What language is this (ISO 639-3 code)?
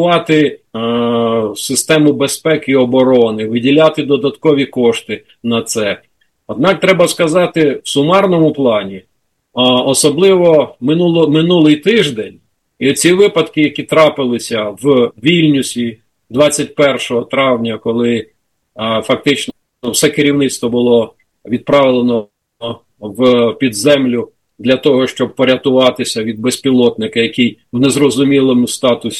ukr